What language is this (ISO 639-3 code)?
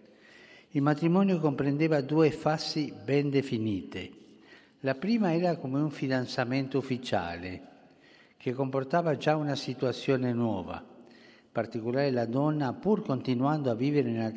ita